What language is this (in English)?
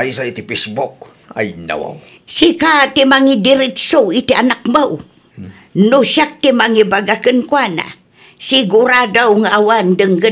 Iloko